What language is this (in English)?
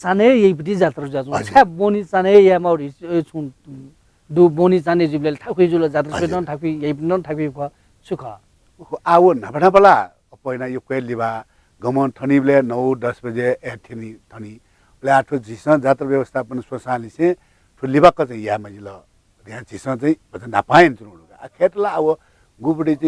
Newari